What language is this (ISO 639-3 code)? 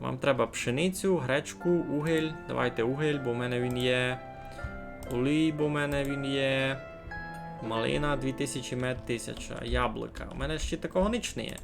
rue